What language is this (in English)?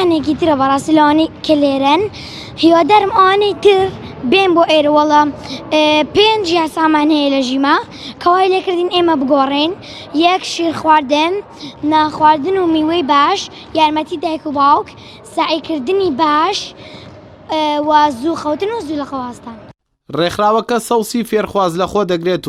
Central Kurdish